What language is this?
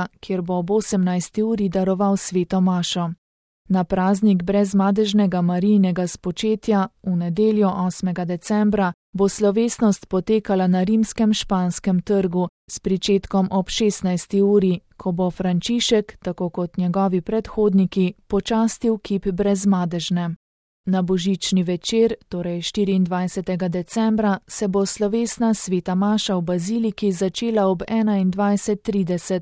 Slovenian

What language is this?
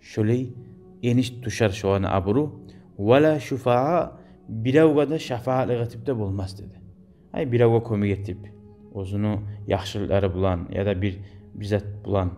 Kumyk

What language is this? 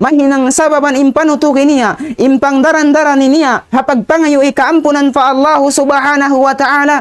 Tausug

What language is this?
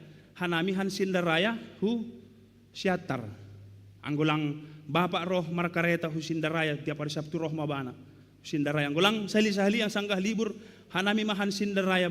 Batak Simalungun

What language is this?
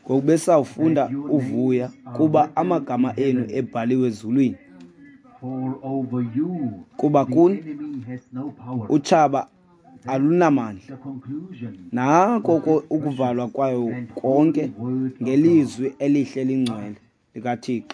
Xhosa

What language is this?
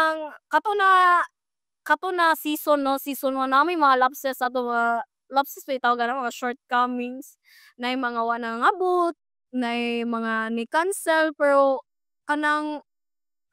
Cebuano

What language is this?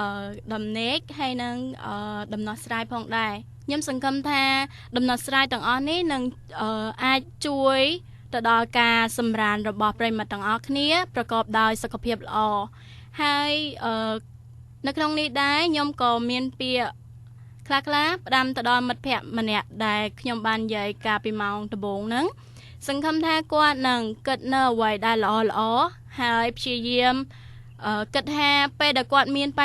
Khmer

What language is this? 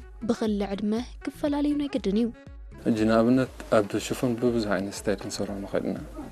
Tigrinya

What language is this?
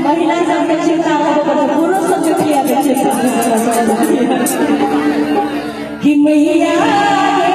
Maithili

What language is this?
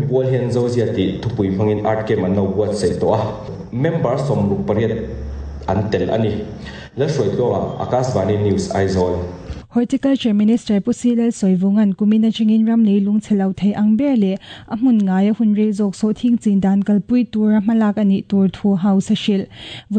Mizo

